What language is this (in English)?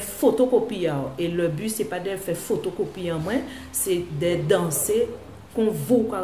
Guadeloupean Creole French